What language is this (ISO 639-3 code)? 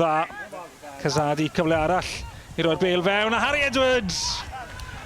cym